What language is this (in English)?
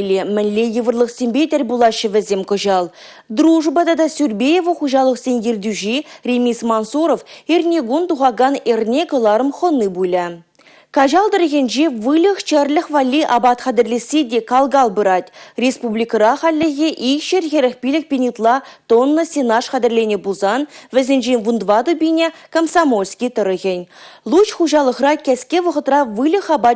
Chuvash